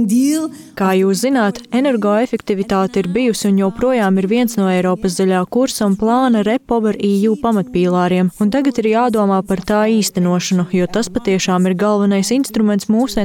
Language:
Latvian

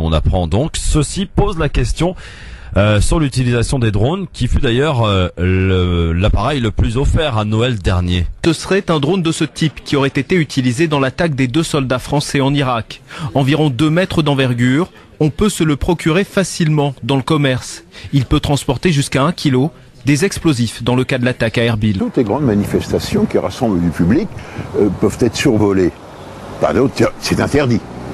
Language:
French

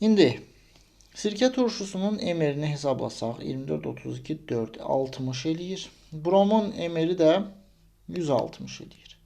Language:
Azerbaijani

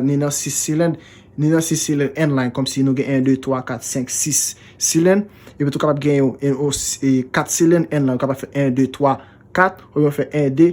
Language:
Haitian Creole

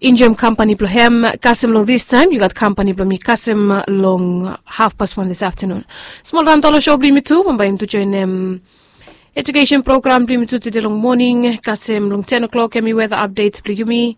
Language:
Bislama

